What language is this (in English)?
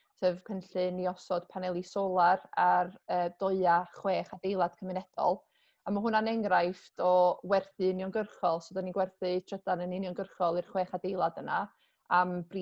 Welsh